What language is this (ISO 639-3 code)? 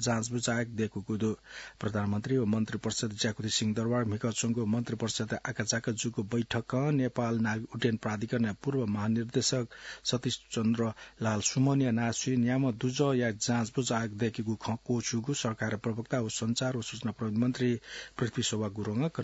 new